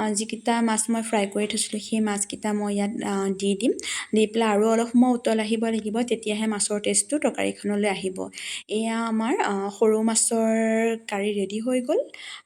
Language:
Assamese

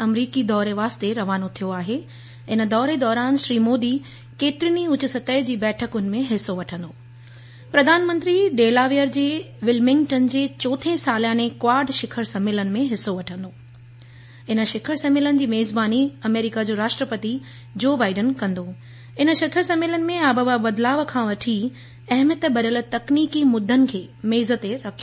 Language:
Sindhi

